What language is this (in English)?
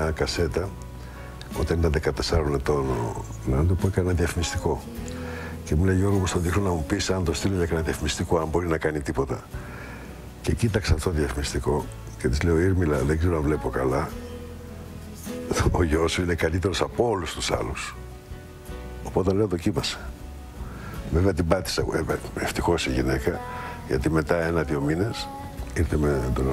Greek